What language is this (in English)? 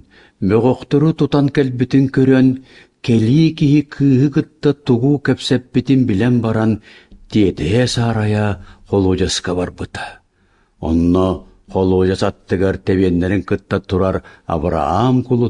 Yakut